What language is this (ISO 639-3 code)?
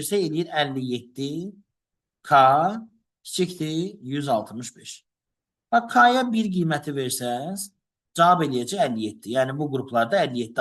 aze